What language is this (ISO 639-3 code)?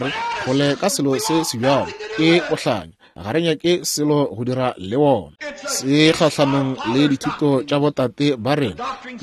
nso